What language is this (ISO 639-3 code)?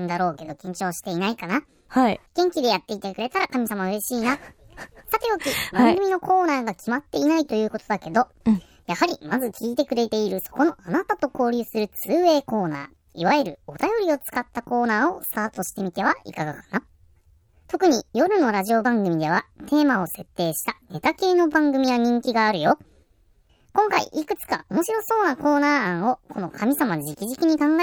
jpn